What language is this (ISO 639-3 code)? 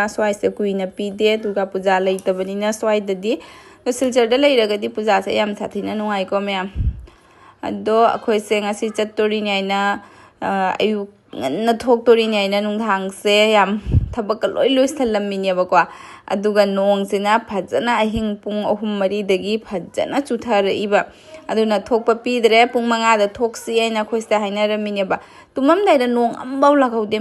mni